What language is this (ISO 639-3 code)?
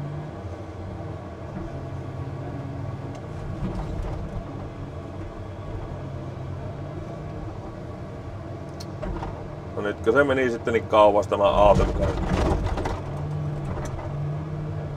fin